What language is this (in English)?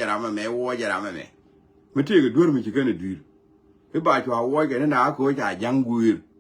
Nuer